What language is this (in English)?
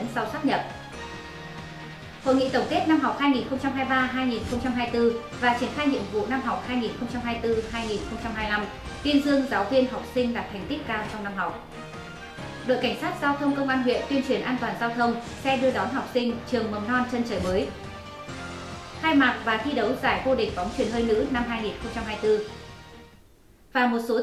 Vietnamese